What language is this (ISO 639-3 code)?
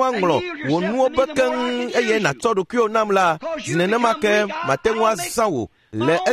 ewe